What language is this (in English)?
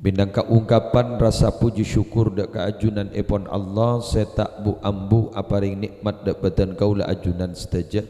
Madurese